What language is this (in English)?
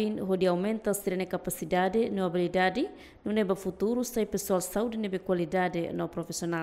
Tetum